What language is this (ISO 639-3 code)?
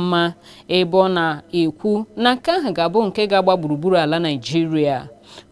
ibo